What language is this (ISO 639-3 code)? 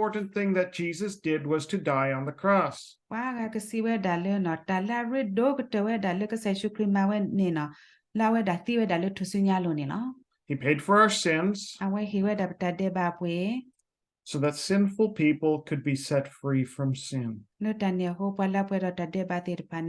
ksw